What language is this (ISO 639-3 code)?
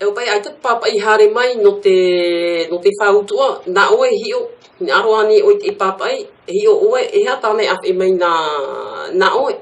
tah